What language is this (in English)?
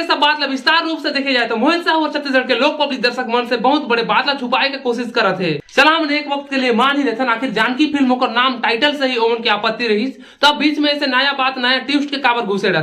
Chhattisgarhi